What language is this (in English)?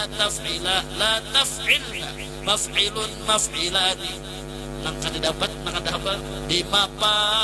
Banjar